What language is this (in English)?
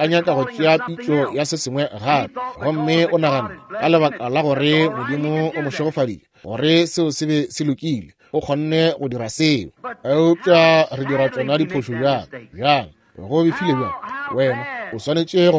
Northern Sotho